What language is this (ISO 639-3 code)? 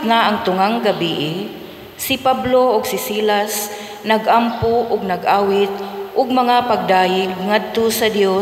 ceb